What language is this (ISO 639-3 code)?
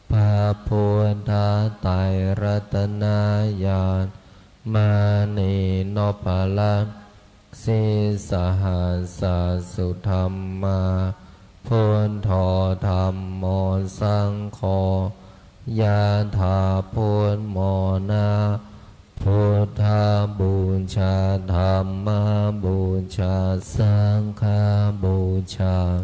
pli